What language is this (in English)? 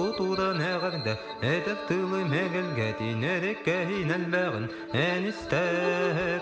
Yakut